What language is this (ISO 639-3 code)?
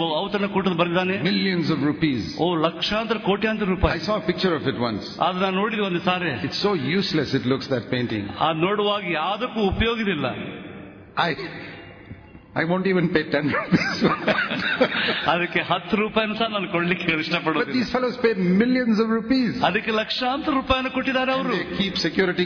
kan